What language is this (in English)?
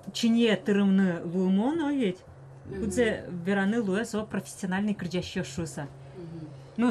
Udmurt